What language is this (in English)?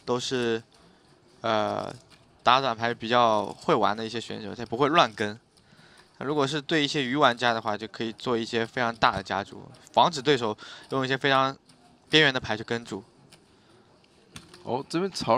Chinese